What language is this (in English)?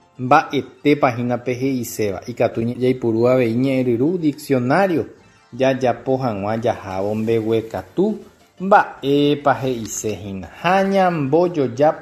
Guarani